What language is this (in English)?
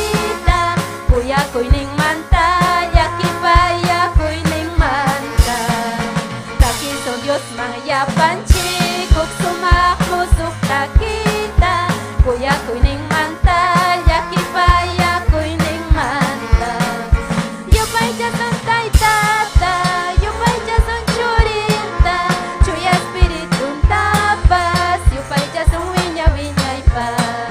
Ayacucho Quechua